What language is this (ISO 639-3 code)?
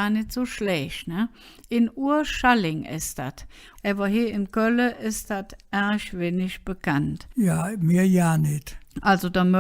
ksh